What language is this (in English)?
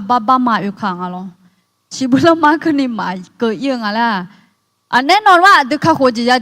Akha